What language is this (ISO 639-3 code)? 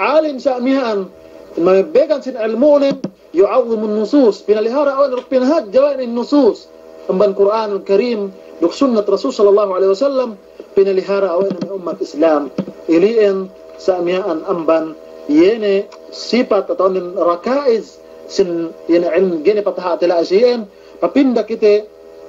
yka